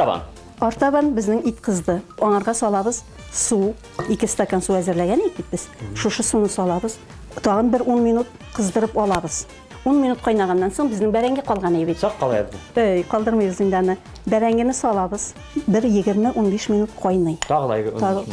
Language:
Bashkir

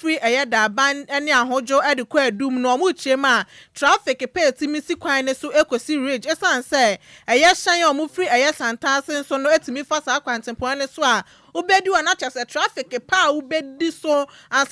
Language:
Akan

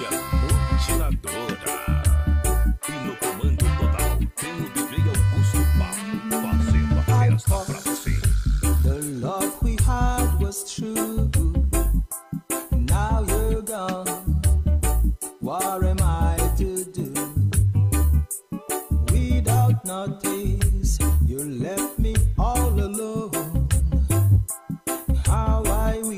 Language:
Portuguese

